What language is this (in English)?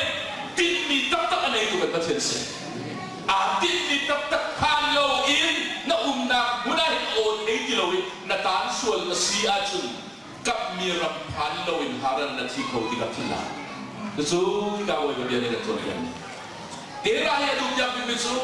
Hakha Chin